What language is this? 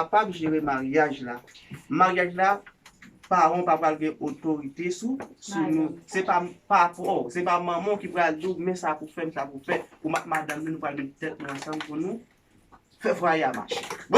Haitian Creole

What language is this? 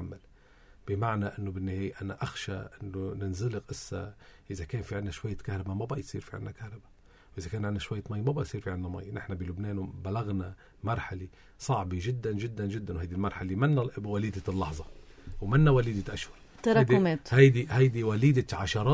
North Levantine Arabic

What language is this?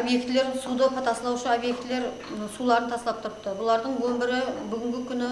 Kara-Kalpak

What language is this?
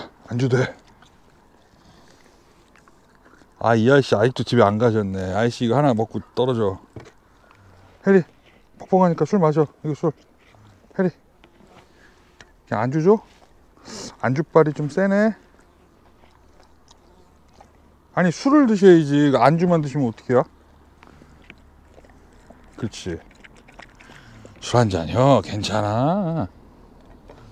Korean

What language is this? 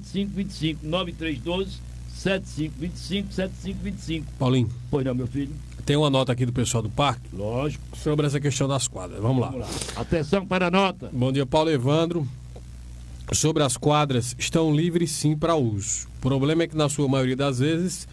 Portuguese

